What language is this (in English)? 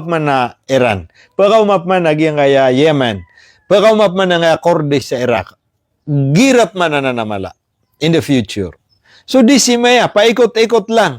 Maranao